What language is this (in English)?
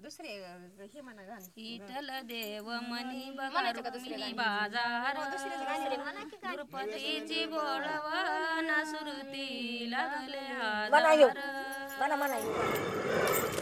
Marathi